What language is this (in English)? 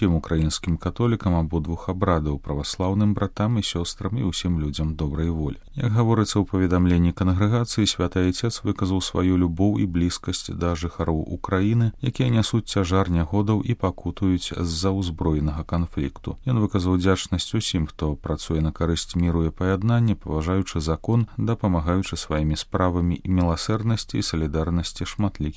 Belarusian